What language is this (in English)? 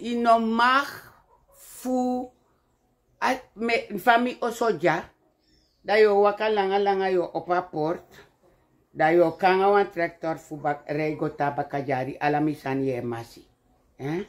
Sranan Tongo